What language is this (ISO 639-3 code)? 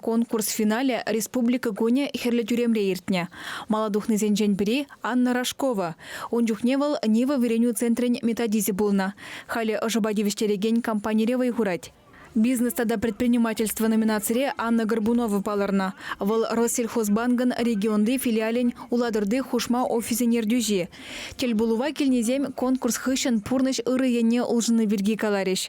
chv